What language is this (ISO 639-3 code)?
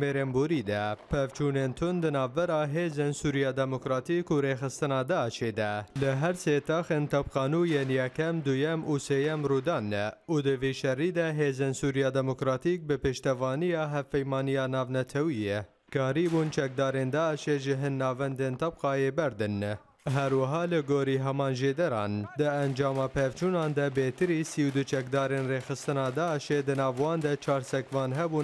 kur